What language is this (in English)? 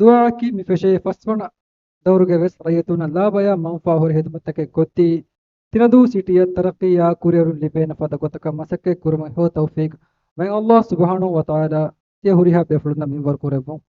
Divehi